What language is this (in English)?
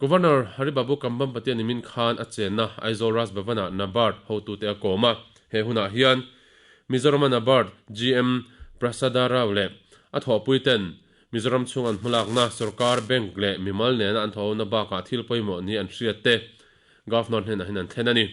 Mizo